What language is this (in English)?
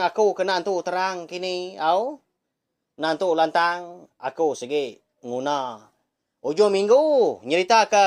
Iban